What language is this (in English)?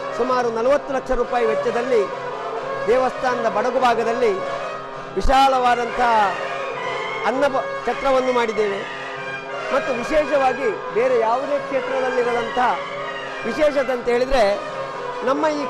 Kannada